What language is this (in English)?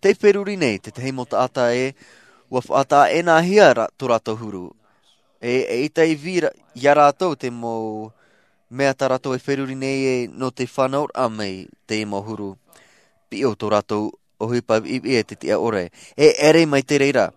Tahitian